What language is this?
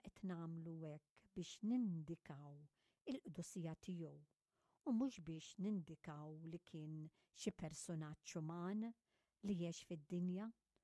Maltese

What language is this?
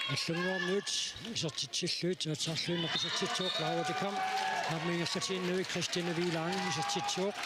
Kalaallisut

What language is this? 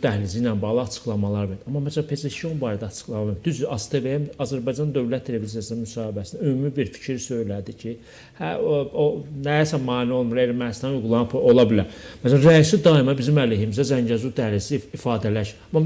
Azerbaijani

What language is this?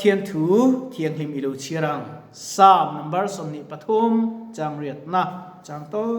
Mizo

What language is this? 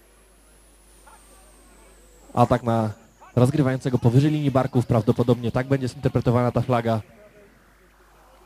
Polish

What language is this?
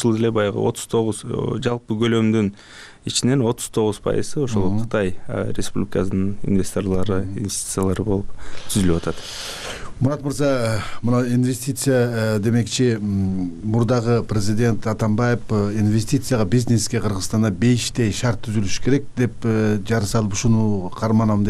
Kyrgyz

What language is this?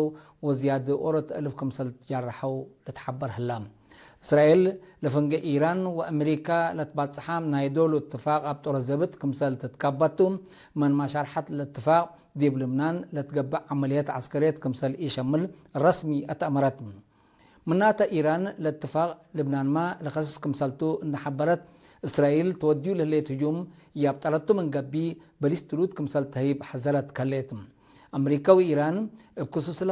Tigre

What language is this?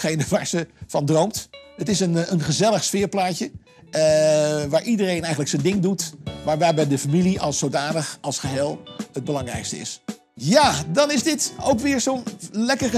Dutch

